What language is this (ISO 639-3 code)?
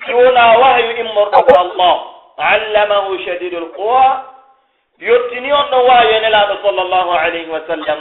fuf